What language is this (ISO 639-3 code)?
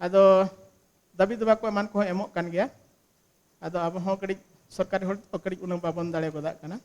sat